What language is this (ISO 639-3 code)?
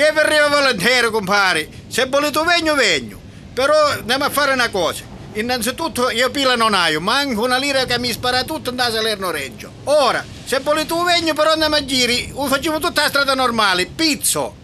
scn